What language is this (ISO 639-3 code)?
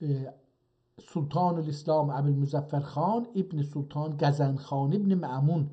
azb